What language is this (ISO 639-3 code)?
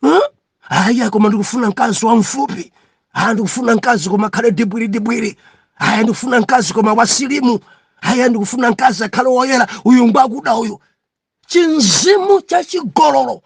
nya